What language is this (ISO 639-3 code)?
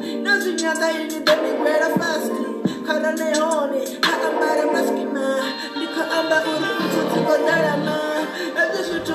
ven